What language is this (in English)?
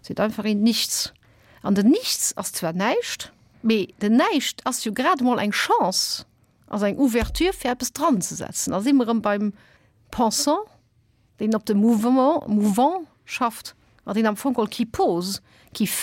Luxembourgish